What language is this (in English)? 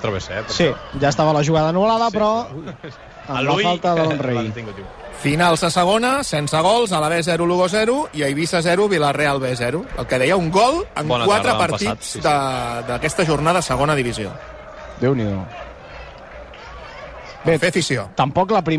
Catalan